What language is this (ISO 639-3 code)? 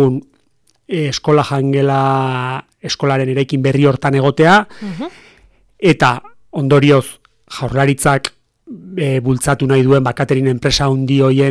eus